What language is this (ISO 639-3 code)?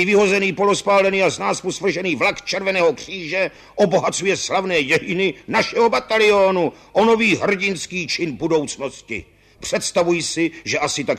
ces